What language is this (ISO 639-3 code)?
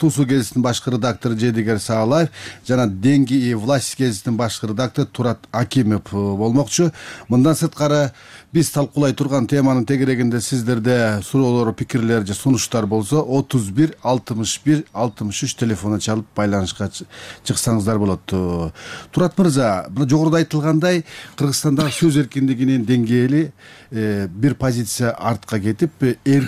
kir